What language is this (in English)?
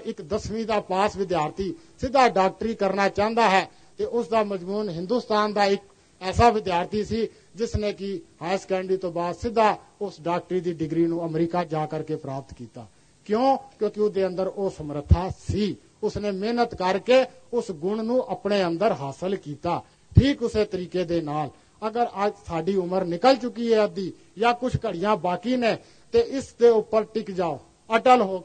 Punjabi